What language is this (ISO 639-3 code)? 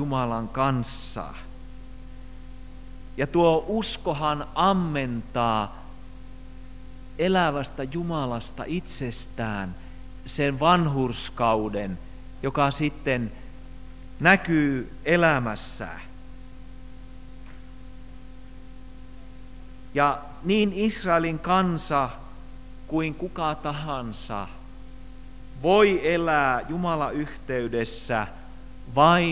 fin